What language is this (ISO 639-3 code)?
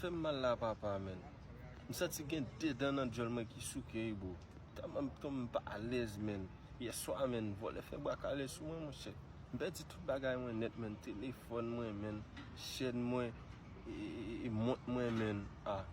hat